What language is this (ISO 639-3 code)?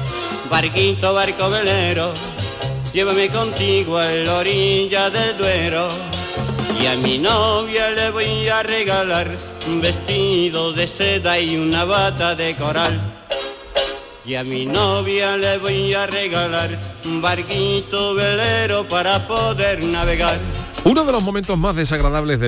spa